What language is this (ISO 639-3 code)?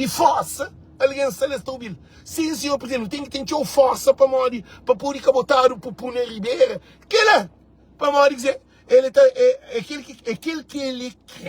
kea